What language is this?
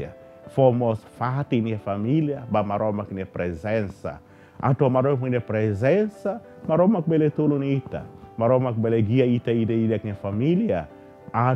Tetum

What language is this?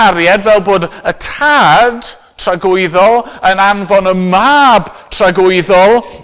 Welsh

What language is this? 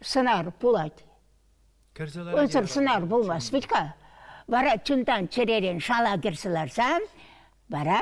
Chuvash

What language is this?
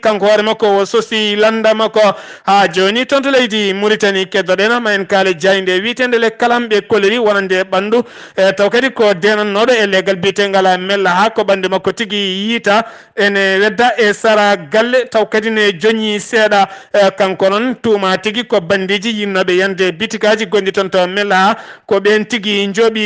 Fula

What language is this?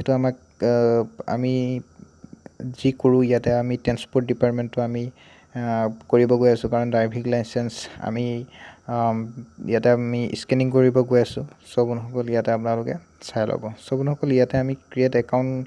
Assamese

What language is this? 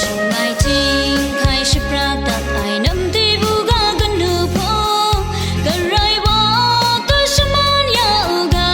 Kachin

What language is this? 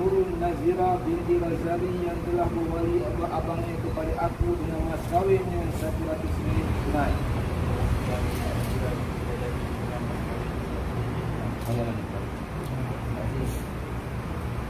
Malay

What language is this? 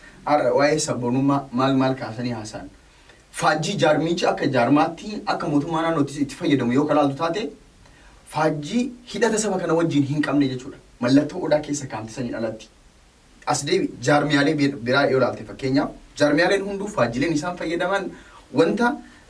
Oromo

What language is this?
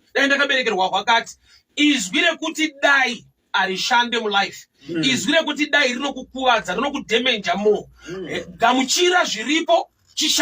Shona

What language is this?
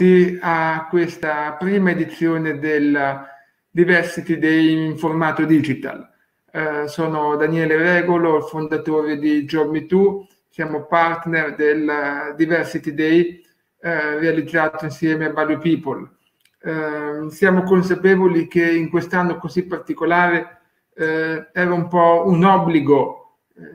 Italian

